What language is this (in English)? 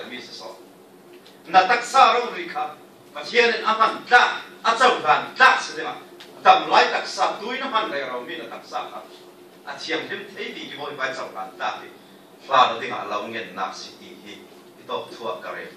Falam Chin